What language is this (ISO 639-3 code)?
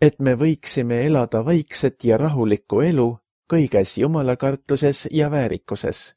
est